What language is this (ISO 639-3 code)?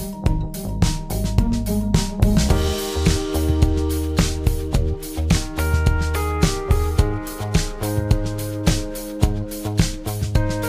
por